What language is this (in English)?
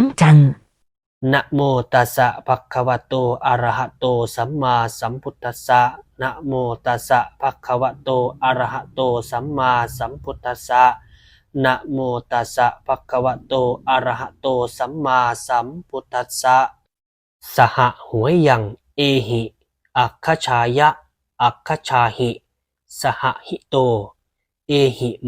Pali